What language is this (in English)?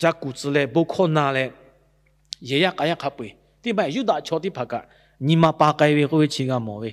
Lahu